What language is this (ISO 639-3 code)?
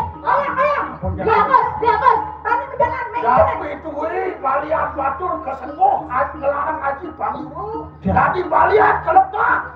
ban